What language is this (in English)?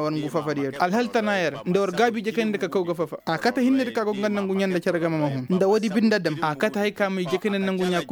Koyraboro Senni